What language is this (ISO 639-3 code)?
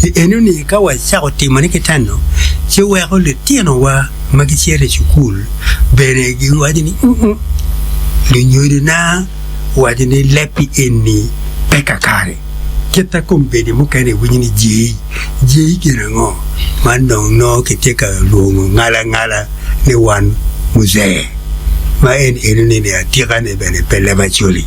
ach